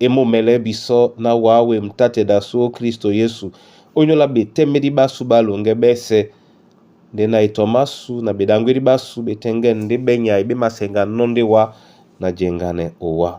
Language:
Duala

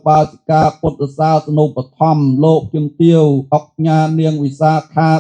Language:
Khmer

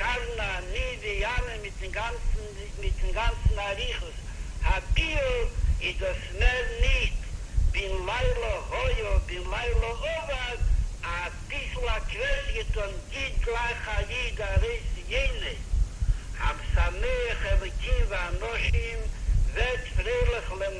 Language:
Yiddish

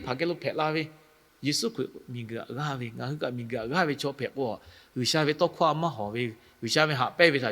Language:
Lahu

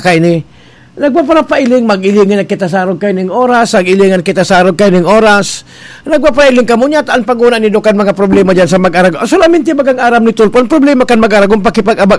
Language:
Bikol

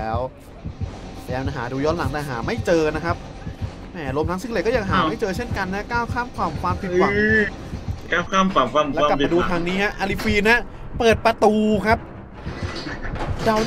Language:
Thai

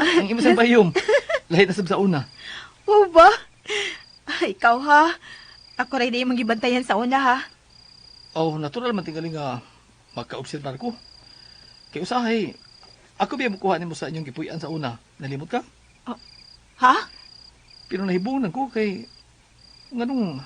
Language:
Cebuano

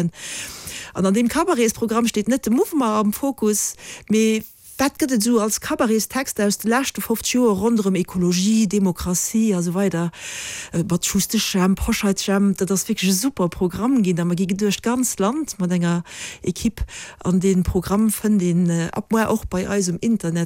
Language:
Luxembourgish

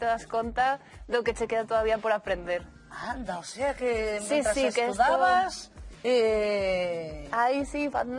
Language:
Galician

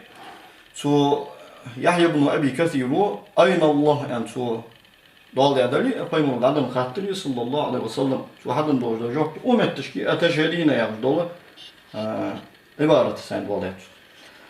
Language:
Ingush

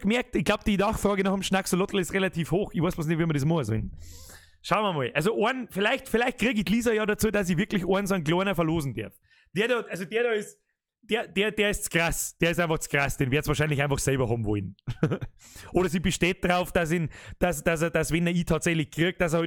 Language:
Bavarian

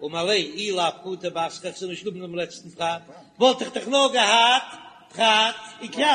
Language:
Yiddish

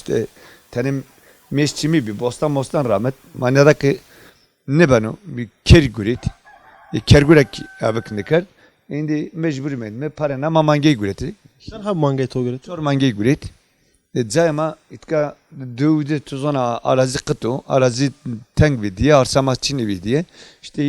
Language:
Zaza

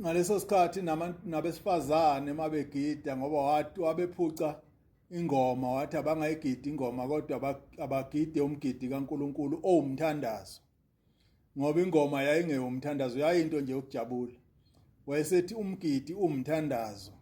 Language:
Zulu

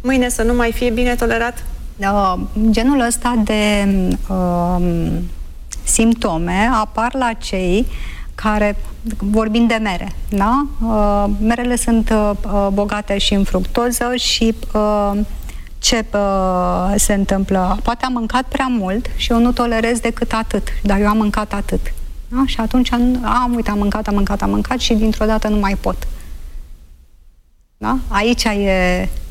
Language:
Romanian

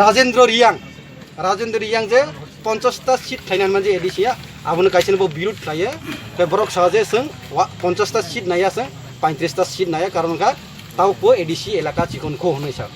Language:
Kok Borok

